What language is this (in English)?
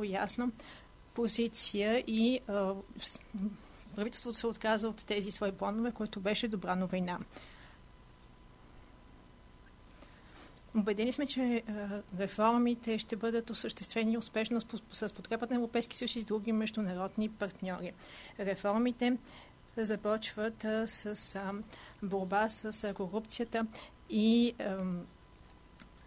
Bulgarian